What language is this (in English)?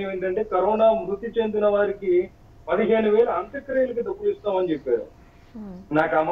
Telugu